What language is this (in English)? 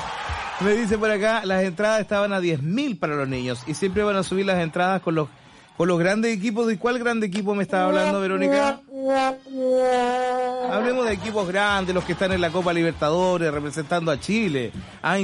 Spanish